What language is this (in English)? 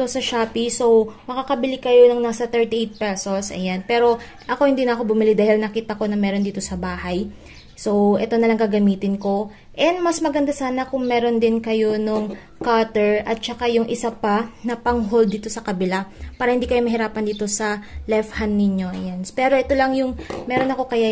Filipino